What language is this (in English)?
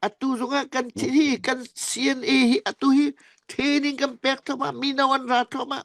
Falam Chin